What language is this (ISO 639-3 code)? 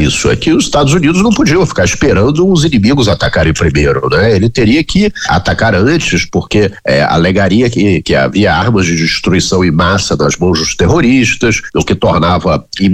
por